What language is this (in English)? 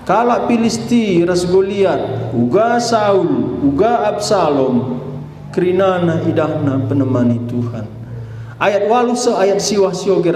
Batak Karo